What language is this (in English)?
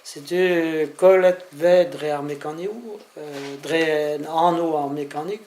Breton